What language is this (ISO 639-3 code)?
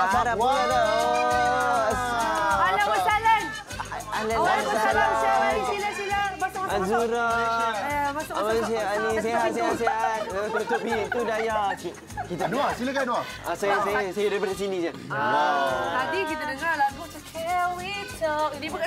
msa